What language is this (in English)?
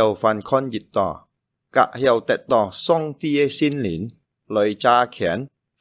Hakka Chinese